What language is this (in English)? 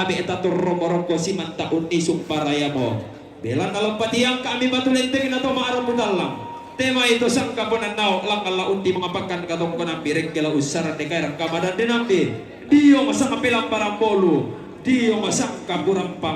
Toraja-Sa'dan